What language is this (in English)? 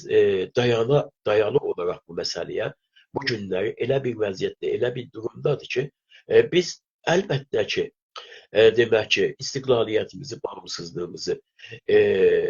South Azerbaijani